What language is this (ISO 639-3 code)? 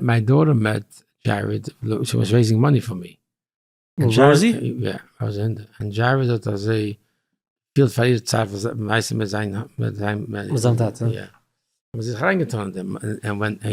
yid